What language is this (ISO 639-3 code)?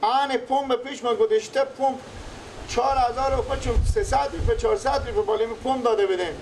fas